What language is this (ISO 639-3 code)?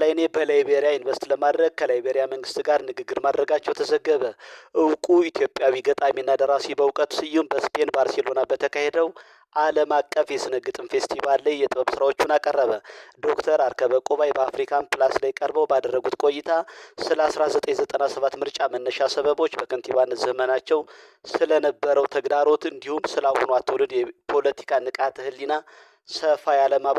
amh